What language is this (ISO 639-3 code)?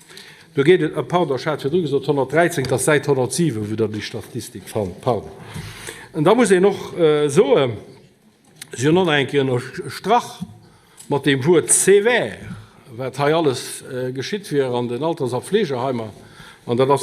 ltz